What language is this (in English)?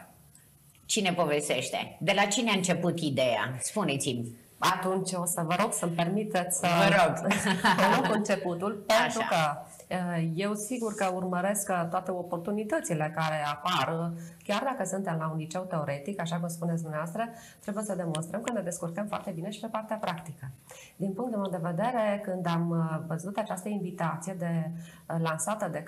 Romanian